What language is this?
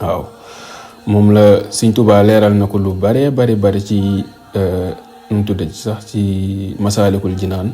Wolof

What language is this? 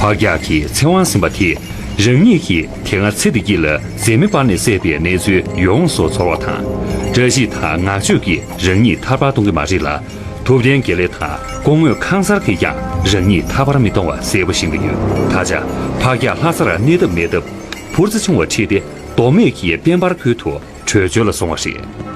Tibetan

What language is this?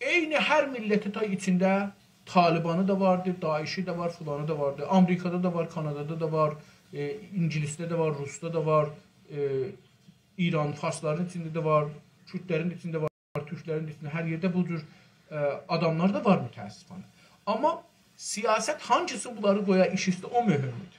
South Azerbaijani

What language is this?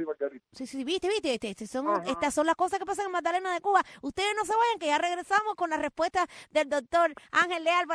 Spanish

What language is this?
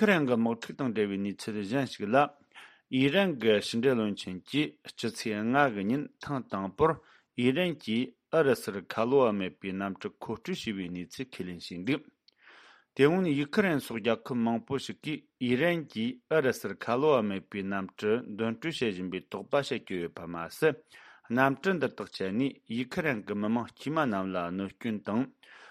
Tibetan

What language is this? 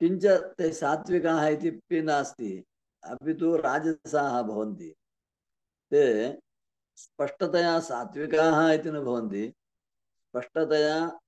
Sanskrit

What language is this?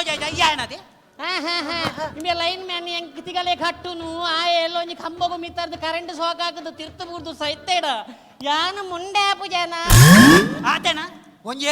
Tulu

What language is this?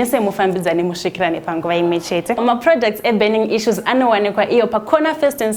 Shona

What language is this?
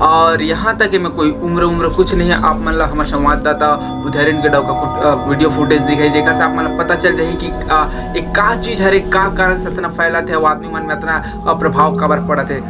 Chhattisgarhi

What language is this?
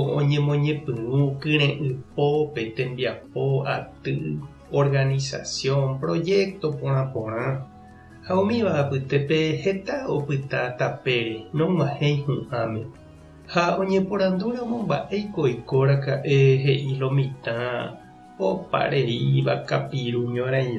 Guarani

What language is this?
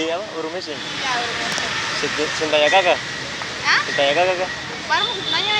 Ambonese Malay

